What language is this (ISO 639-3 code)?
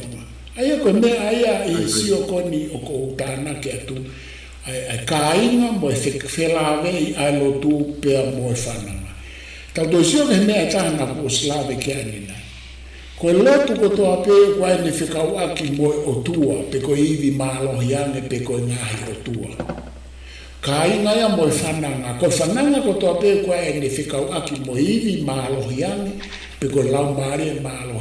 ton